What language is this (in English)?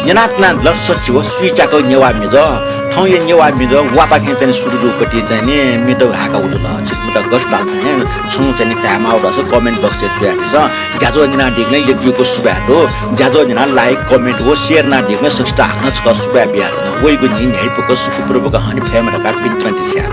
Newari